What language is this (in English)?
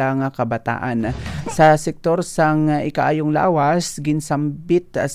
Hiligaynon